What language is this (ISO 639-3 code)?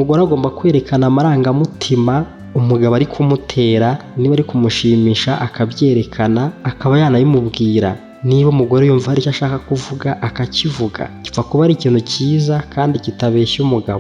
kin